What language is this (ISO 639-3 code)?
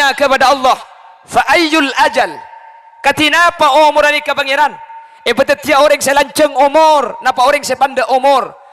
mad